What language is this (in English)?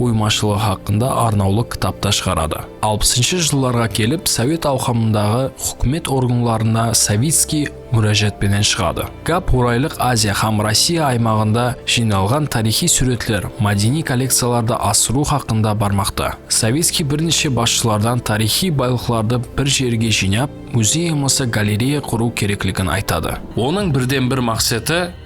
Kara-Kalpak